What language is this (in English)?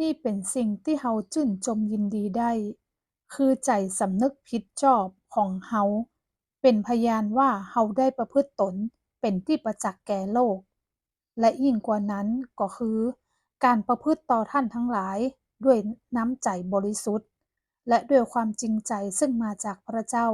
Northern Thai